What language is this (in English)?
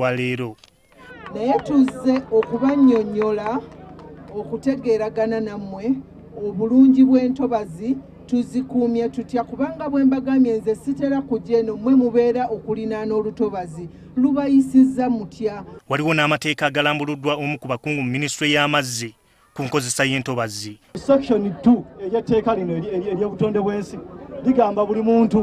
Ganda